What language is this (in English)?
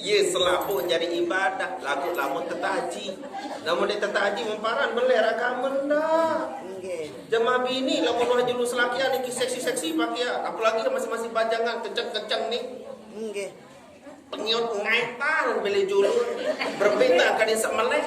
Sasak